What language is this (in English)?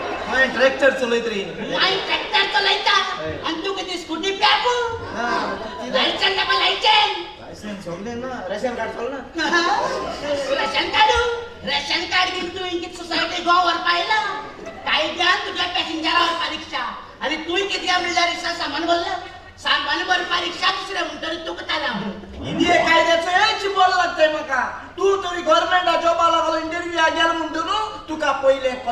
Konkani